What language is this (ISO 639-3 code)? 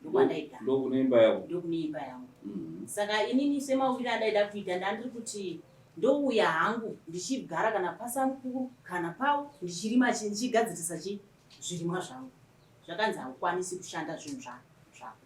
sna